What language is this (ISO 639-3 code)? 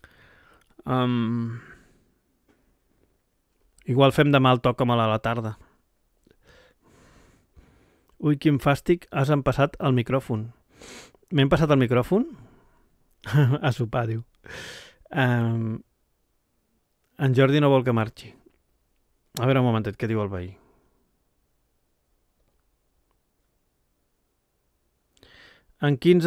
cat